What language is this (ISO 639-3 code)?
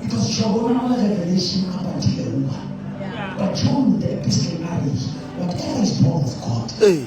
sot